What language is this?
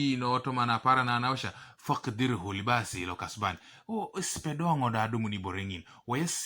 Teso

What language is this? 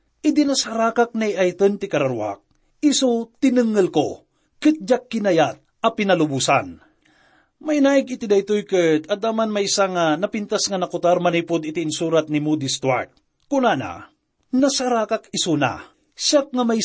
Iloko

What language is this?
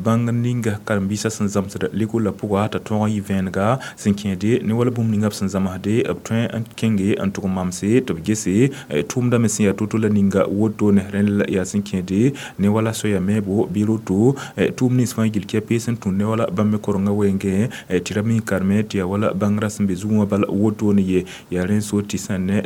Mossi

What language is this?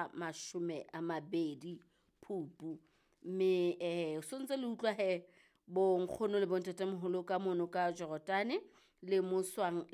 Southern Sotho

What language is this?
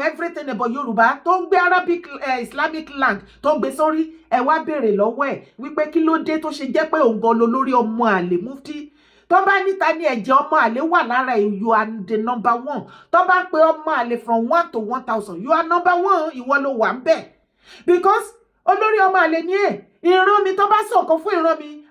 Yoruba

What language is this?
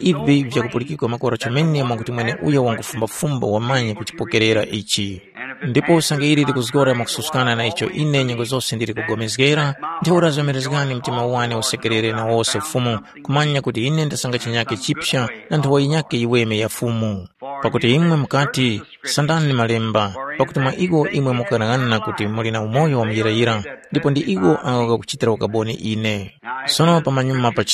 Tumbuka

